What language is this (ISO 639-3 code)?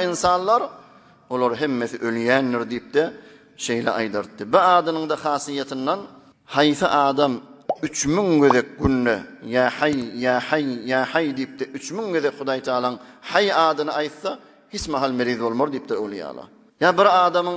tuk